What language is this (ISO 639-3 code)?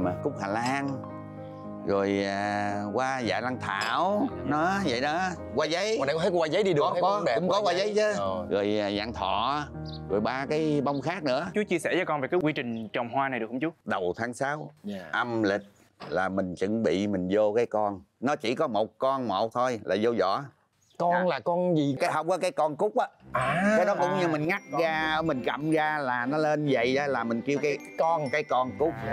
vie